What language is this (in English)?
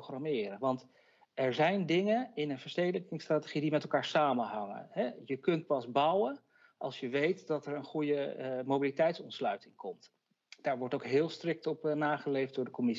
Dutch